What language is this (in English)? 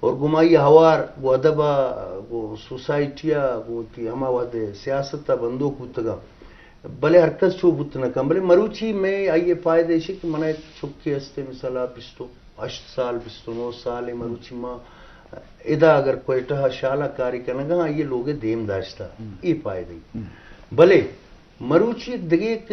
Eastern Balochi